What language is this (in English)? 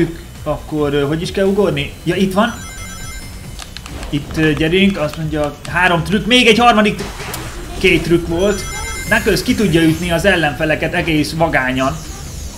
Hungarian